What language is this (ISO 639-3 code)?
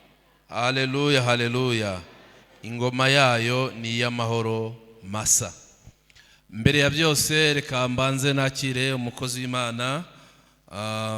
kin